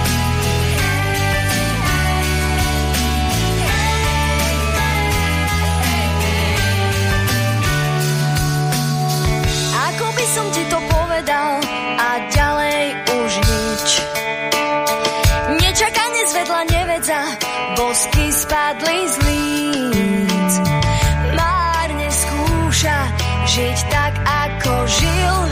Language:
Slovak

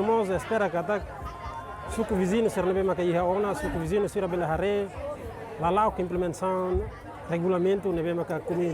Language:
Tetum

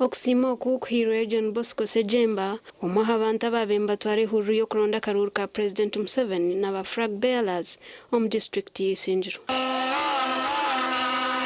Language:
Nyankole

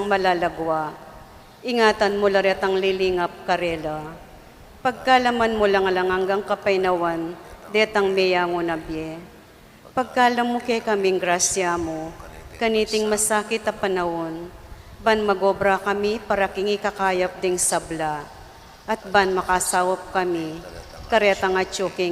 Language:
Pampanga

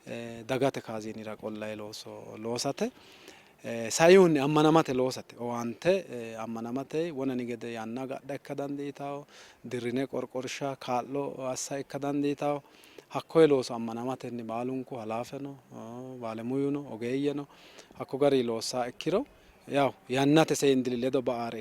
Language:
Sidamo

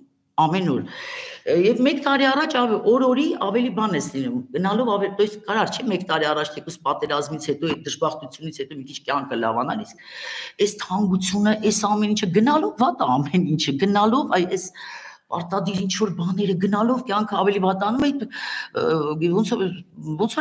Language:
Armenian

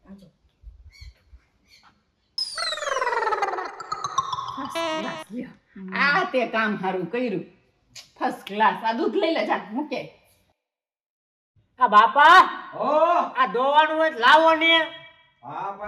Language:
Gujarati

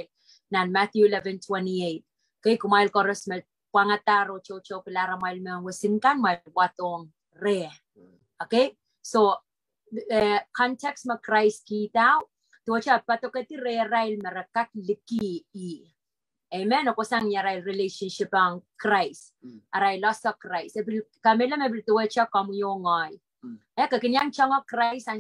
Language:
Pohnpeian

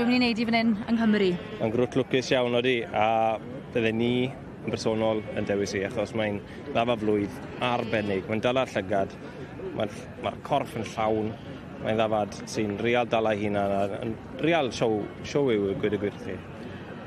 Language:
Welsh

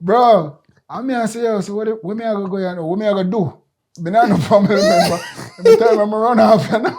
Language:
Jamaican Creole English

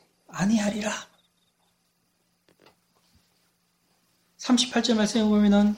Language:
Korean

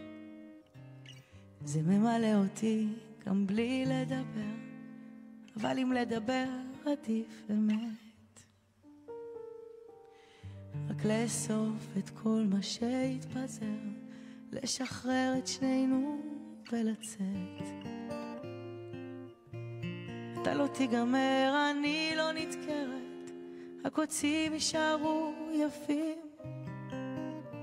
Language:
Hebrew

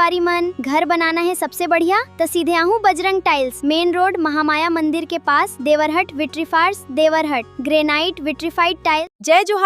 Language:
Chhattisgarhi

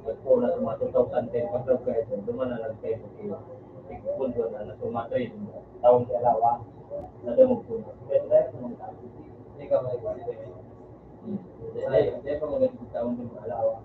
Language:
Bikol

